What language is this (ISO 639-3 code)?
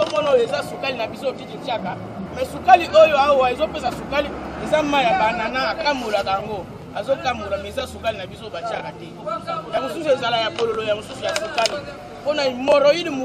lin